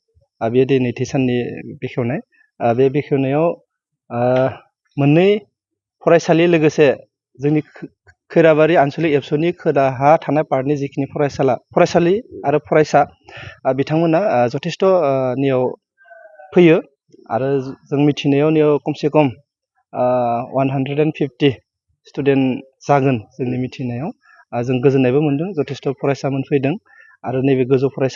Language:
Bodo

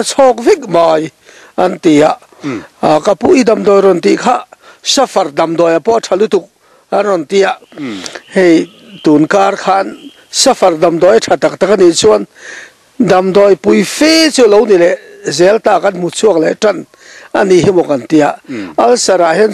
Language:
Mizo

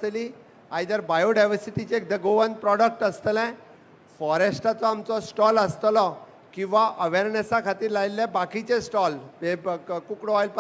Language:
Konkani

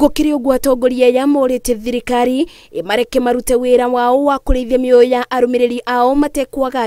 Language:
Kikuyu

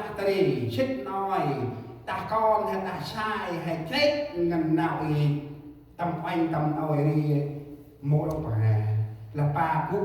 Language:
Central Mnong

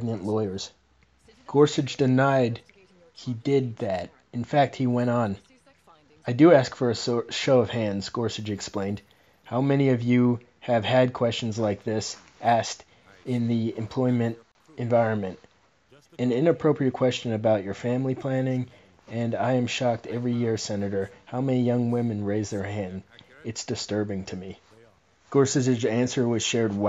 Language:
English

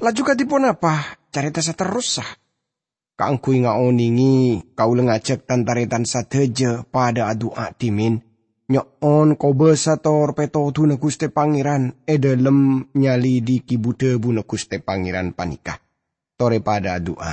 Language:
Madurese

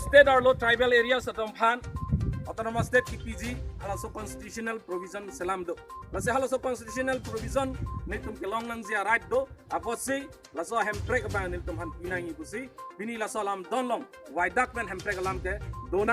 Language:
Karbi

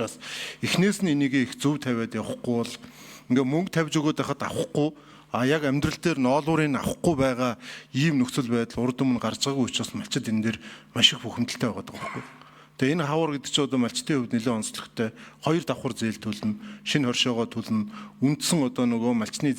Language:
Mongolian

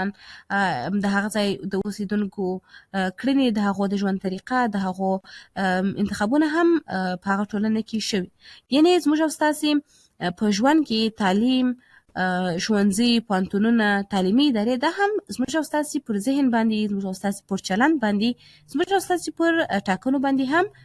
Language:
Pashto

